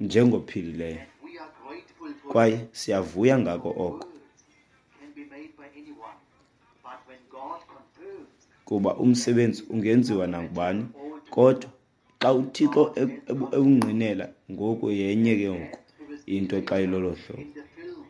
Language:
Xhosa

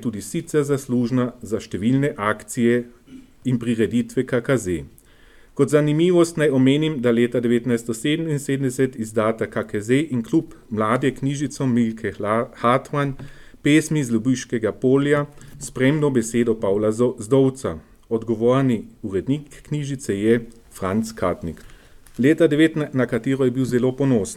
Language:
Slovenian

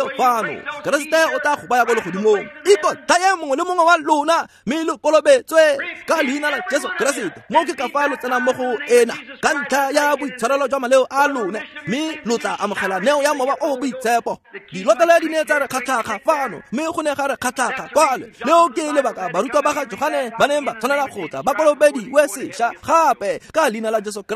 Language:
Tswana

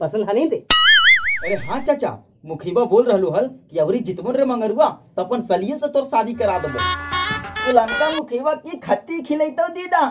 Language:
Magahi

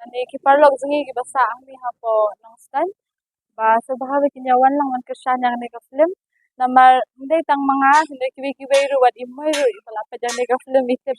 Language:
Khasi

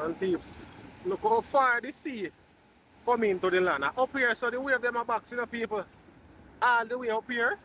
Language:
Jamaican Creole English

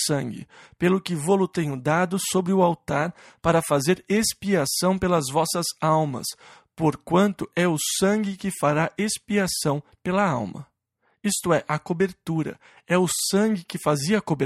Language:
Portuguese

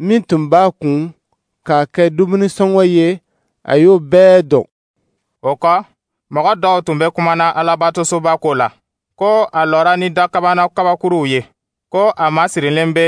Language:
Dyula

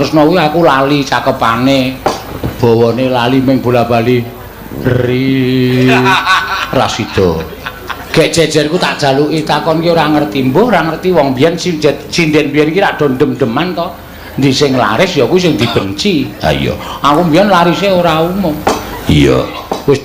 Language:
Javanese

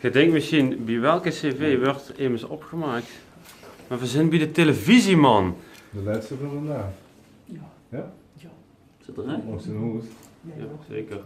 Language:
Limburgish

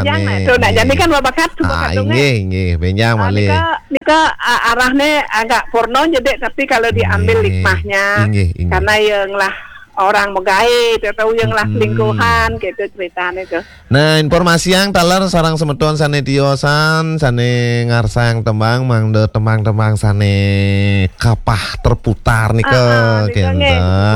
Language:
Balinese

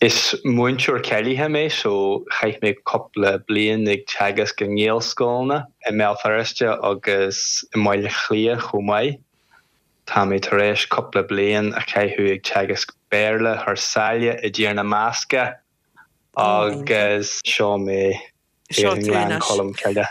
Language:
Irish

